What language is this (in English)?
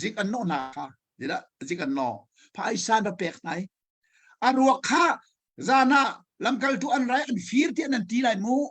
Hakha Chin